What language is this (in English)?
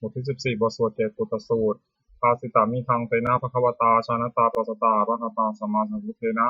Pali